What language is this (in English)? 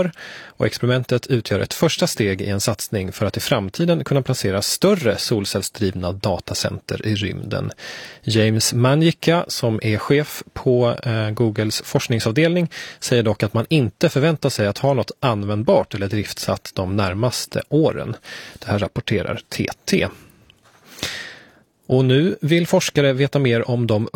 Swedish